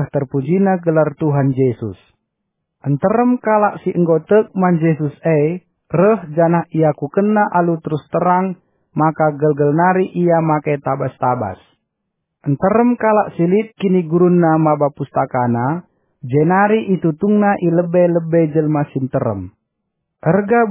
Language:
Batak Karo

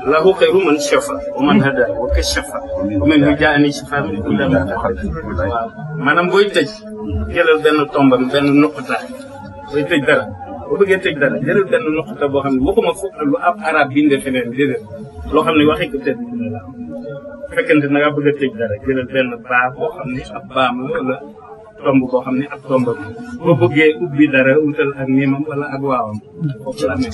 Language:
Wolof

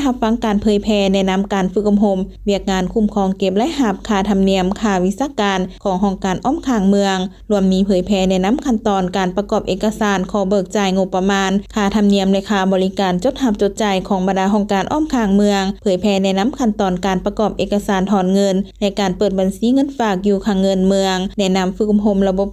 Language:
Lao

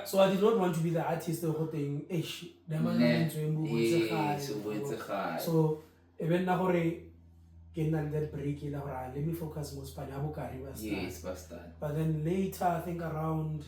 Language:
Tswana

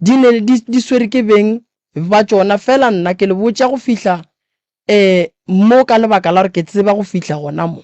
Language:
Northern Sotho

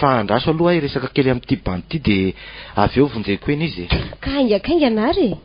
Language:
Malagasy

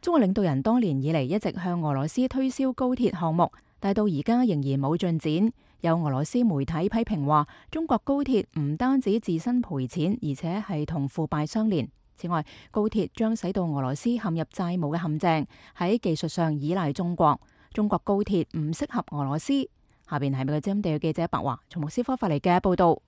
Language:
Cantonese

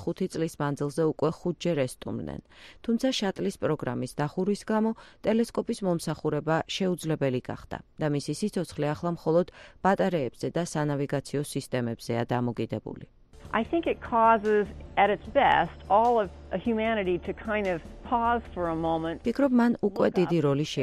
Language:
Georgian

